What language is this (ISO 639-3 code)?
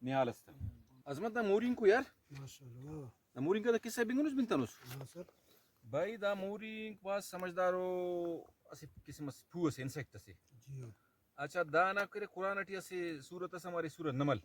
brh